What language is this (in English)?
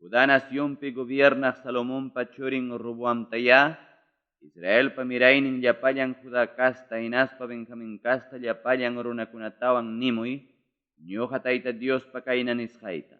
Ayacucho Quechua